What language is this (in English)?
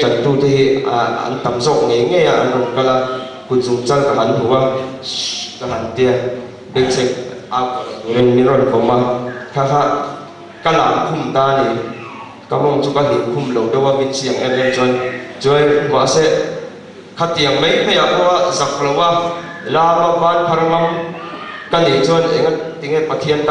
Mizo